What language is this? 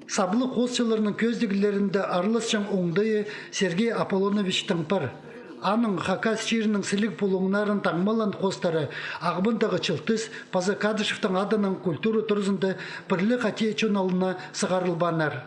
Khakas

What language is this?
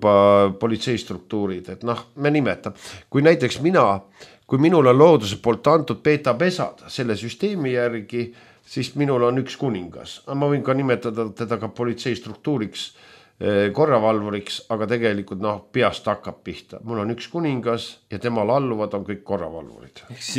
Estonian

